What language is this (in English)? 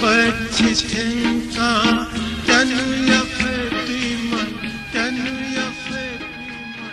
Newari